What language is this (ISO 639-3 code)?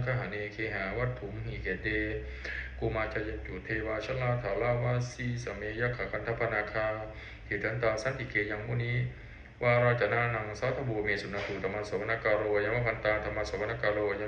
pli